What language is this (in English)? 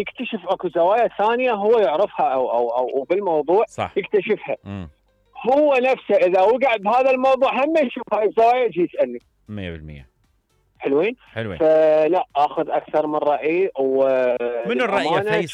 Mesopotamian Arabic